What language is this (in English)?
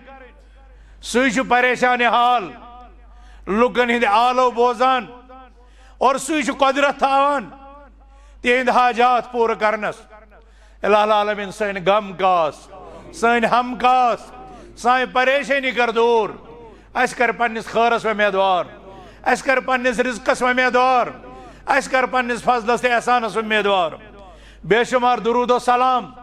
Kashmiri